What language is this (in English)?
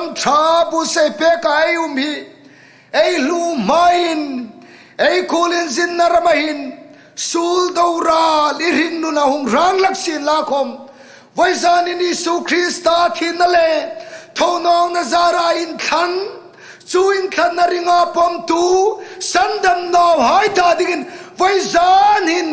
Hmar